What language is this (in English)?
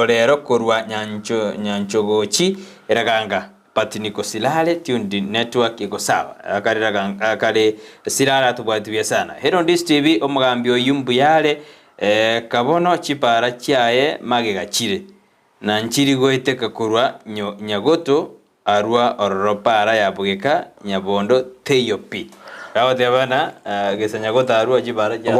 Gusii